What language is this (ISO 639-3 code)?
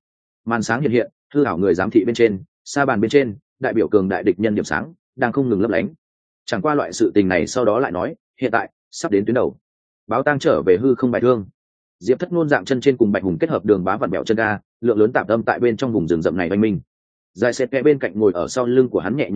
vie